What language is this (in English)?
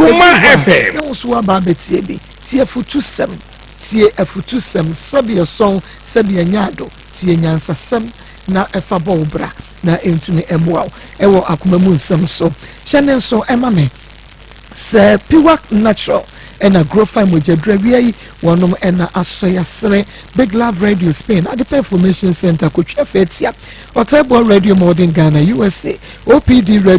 Akan